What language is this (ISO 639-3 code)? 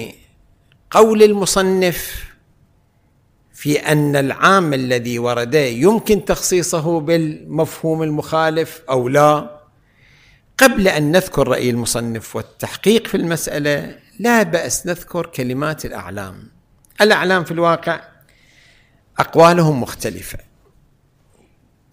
ara